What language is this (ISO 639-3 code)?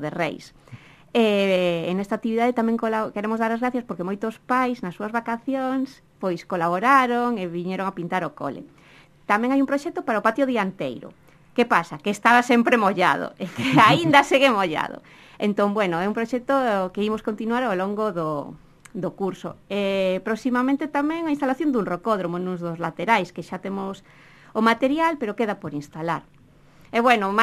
glg